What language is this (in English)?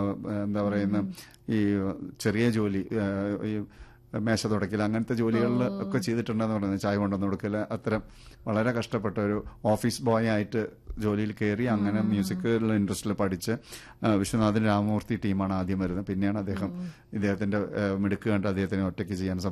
Malayalam